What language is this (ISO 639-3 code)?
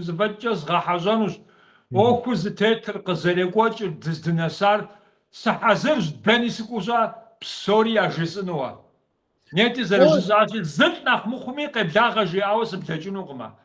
kbd